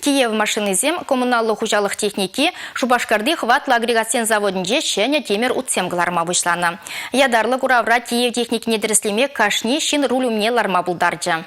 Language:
Chuvash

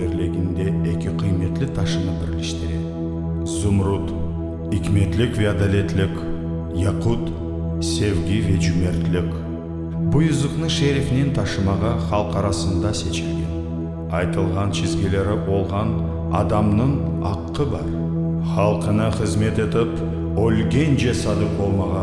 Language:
Crimean Tatar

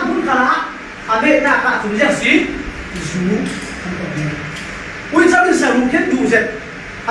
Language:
Falam Chin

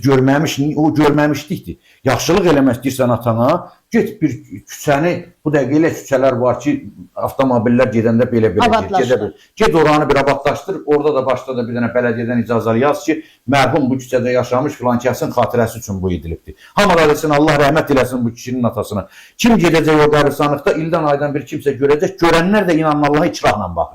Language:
Azerbaijani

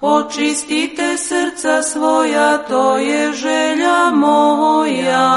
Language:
Serbian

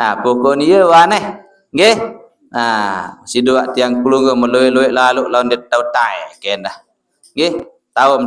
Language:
Sasak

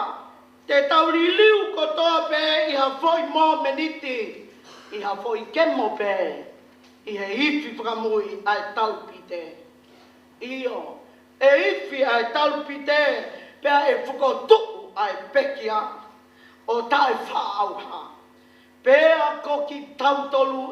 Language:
Tongan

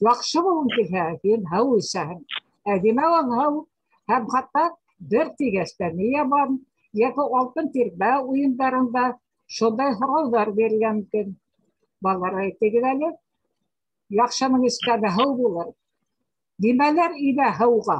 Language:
Bashkir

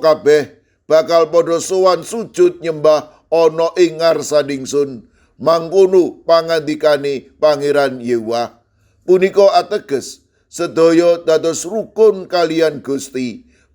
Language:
Javanese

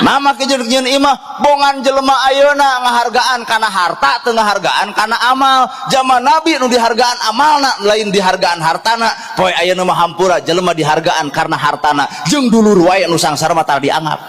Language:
Sundanese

